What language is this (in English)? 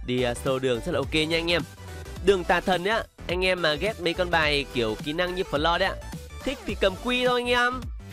Vietnamese